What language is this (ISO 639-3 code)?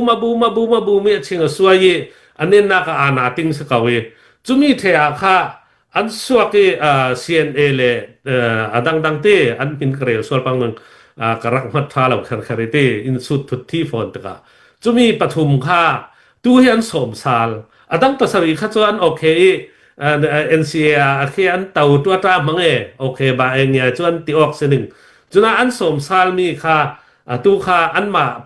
cfm